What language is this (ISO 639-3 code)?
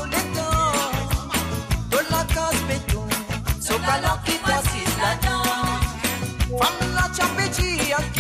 mfe